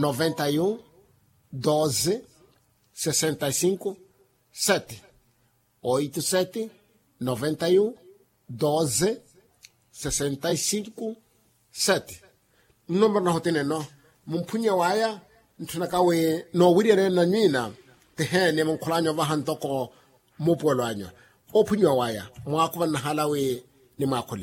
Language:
Makhuwa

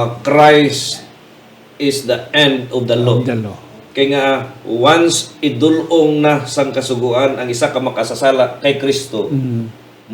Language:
Hiligaynon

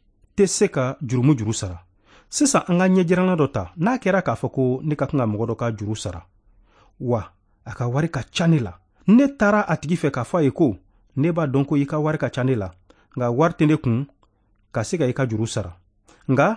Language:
Bambara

